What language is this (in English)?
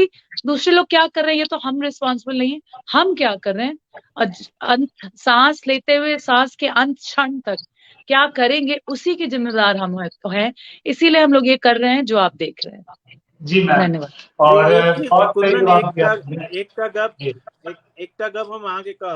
Maithili